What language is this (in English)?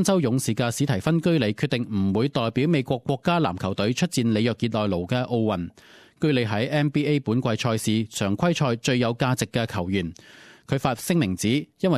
Cantonese